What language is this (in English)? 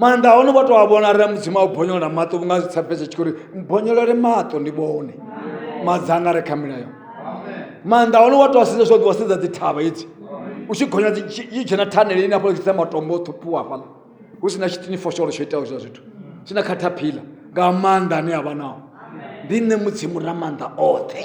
Venda